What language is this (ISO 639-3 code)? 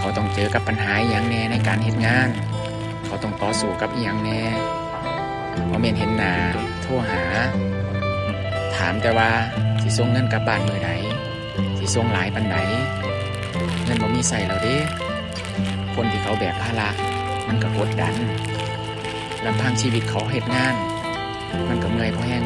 lao